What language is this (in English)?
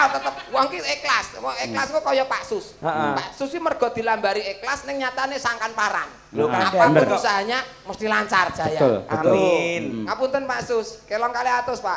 Javanese